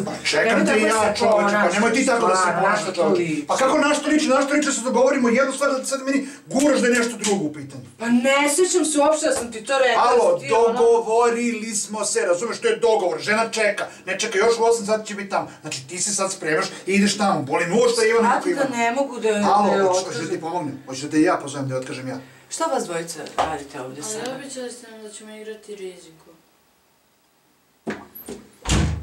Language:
Serbian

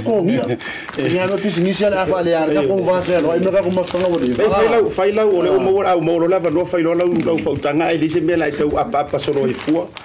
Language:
Samoan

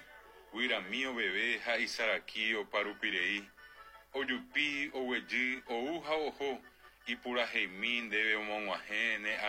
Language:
Guarani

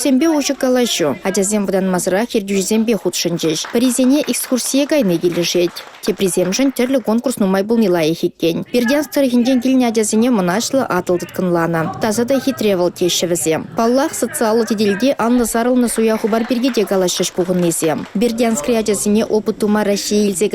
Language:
Chuvash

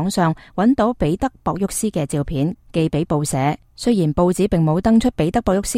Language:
Cantonese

